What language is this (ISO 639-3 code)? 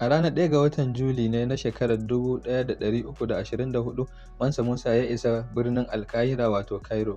hau